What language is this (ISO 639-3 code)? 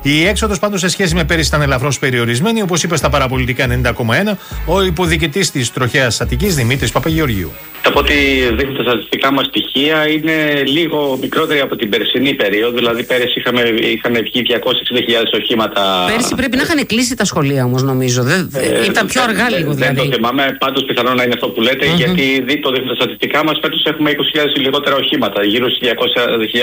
ell